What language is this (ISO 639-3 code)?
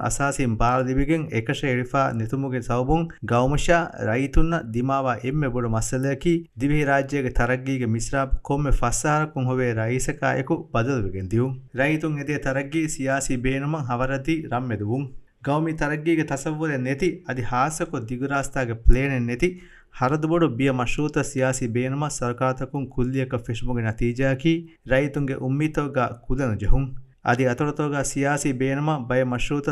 div